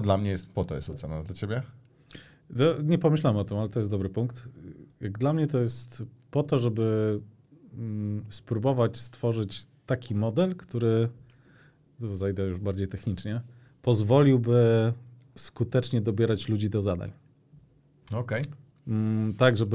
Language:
Polish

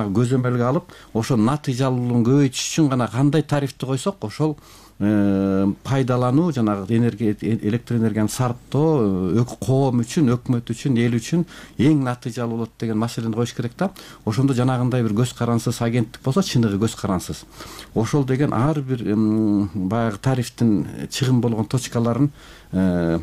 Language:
Kyrgyz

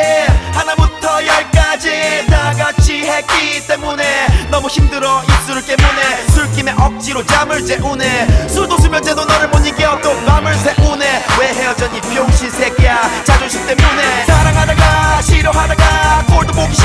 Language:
Korean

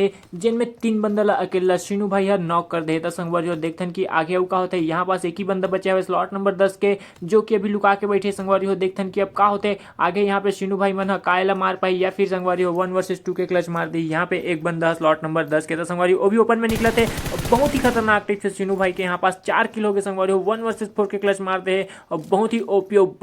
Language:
Chhattisgarhi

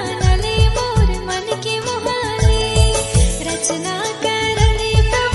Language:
Sadri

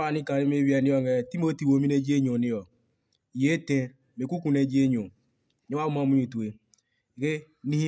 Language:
Adangme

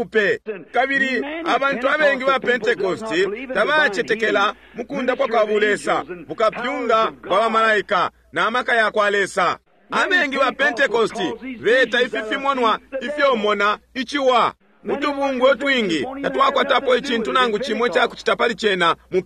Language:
Bemba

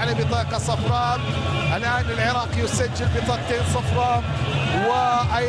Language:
Arabic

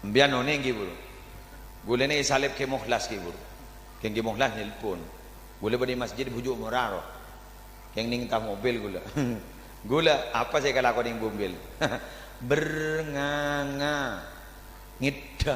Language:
Madurese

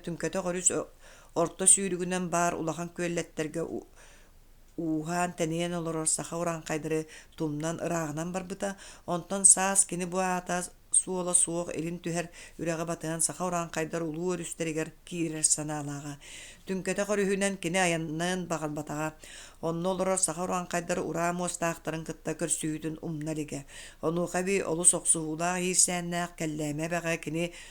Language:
Yakut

